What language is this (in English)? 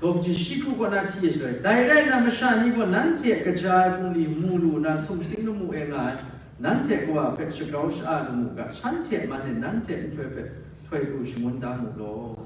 Kachin